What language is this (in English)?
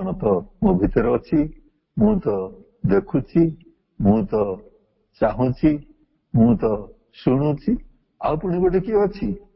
Odia